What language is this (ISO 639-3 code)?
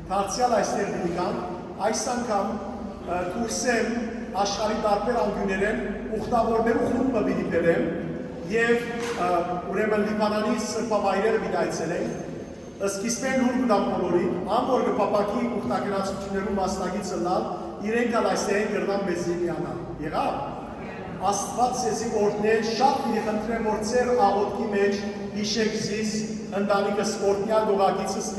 hyw